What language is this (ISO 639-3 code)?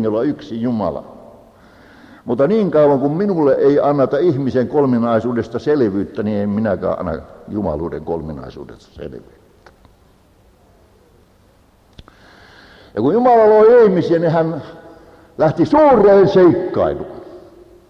fin